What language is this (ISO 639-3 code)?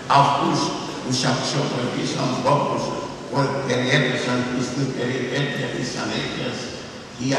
ell